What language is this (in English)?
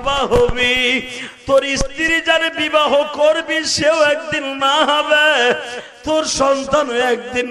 Bangla